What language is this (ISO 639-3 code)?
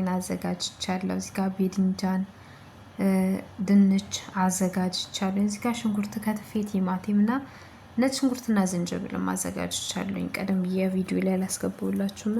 amh